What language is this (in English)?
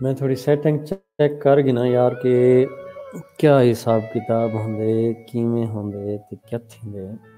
Saraiki